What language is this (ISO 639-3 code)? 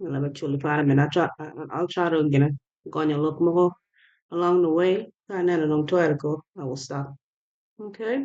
ach